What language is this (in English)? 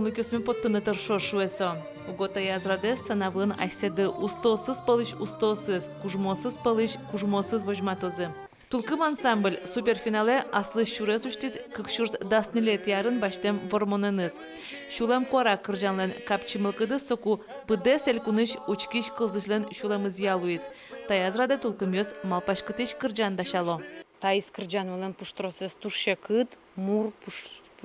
Udmurt